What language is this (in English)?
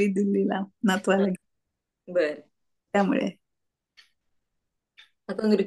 Marathi